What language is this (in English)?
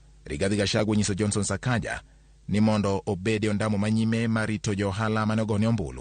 Luo (Kenya and Tanzania)